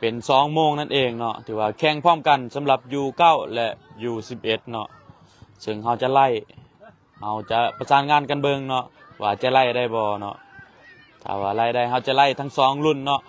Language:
Lao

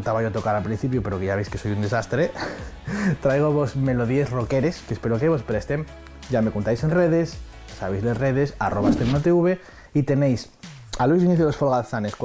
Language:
Asturian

